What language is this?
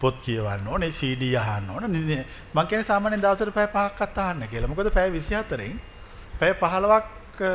Sinhala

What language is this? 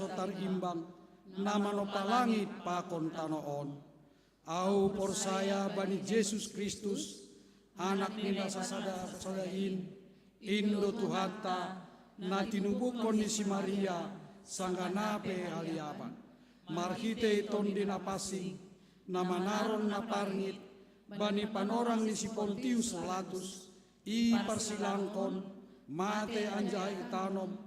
Batak Simalungun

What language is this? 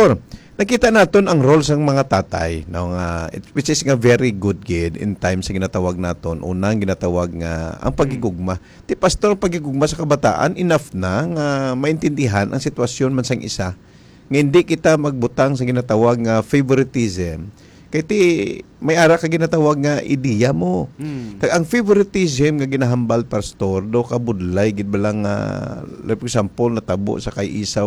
Hiligaynon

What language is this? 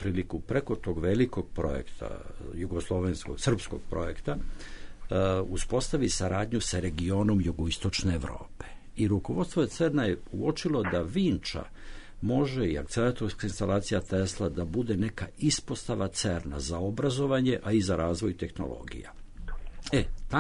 Serbian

